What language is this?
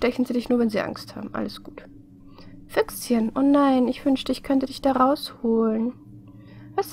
German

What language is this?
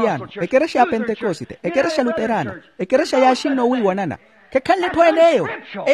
Makhuwa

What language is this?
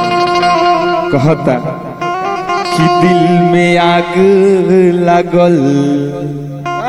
Bhojpuri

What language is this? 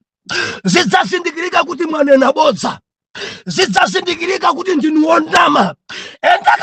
Nyanja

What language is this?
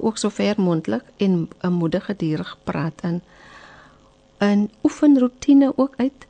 Afrikaans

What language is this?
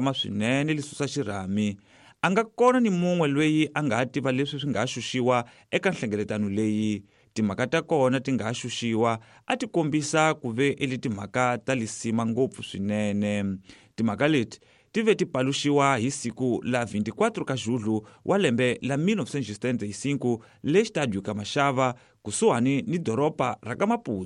Tsonga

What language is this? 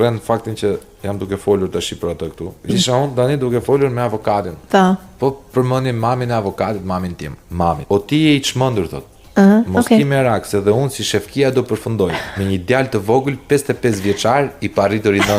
Albanian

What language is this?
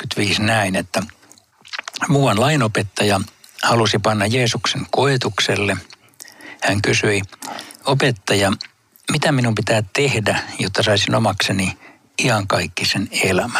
Finnish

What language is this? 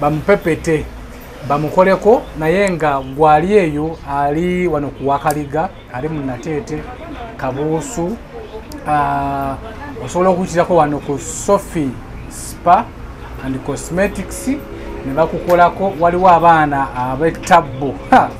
Ganda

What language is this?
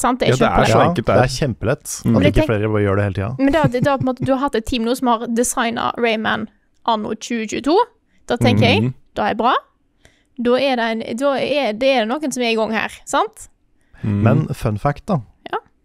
Norwegian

